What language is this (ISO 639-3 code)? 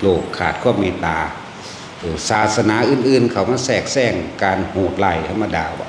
tts